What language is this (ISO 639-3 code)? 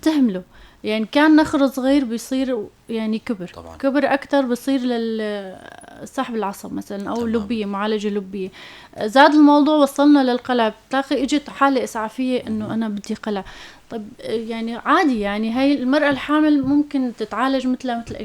apc